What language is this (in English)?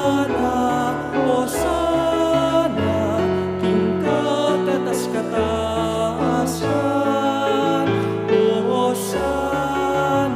Pampanga